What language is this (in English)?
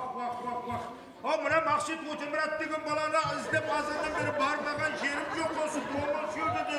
Kara-Kalpak